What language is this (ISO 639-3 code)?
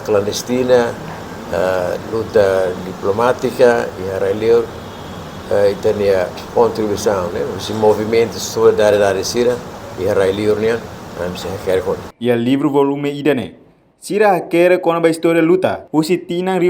tet